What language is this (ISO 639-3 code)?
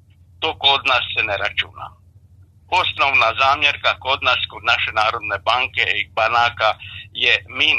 hrv